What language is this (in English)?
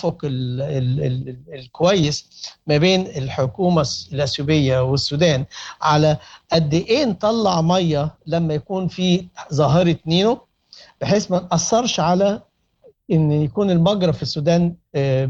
Sudanese Arabic